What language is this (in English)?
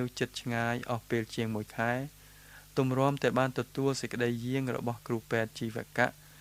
Khmer